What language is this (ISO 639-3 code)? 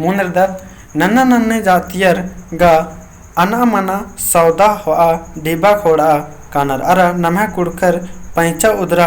kru